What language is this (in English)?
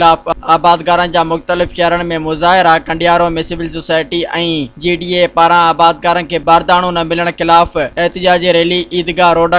Sindhi